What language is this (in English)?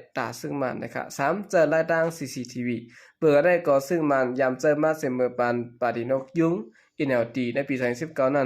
Shan